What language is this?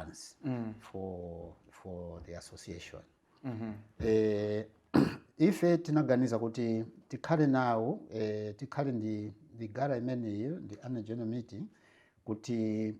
Nyanja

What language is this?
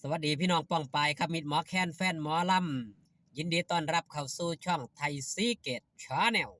Northeastern Thai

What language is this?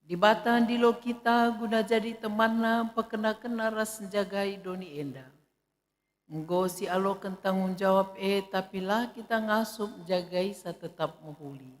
Batak Karo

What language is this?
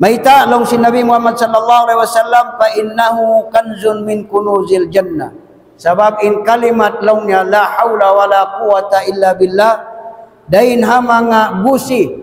Tausug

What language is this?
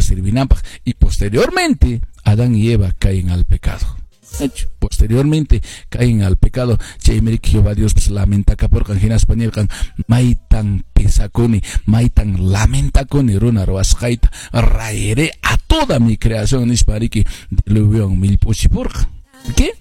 Quechua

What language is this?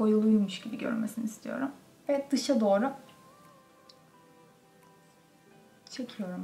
Turkish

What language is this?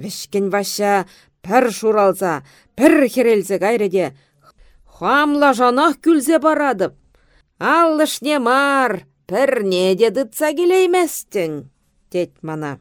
Chuvash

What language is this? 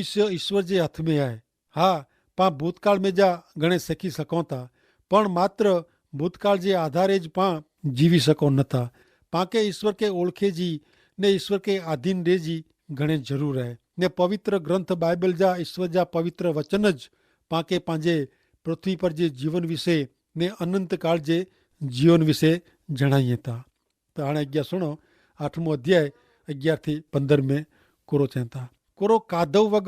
Kachhi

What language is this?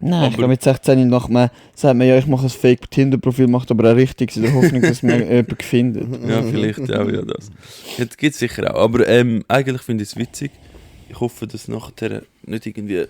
Swiss German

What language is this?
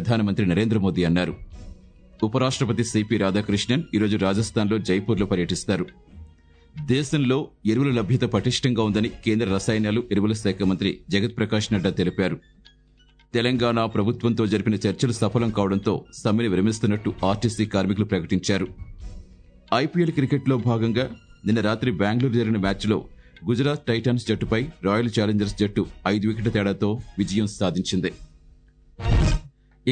Telugu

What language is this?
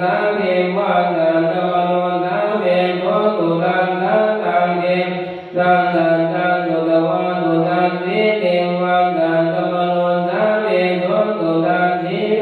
Pali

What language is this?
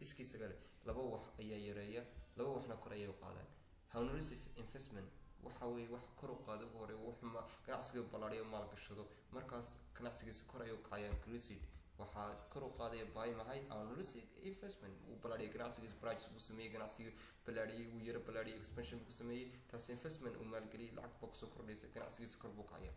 Somali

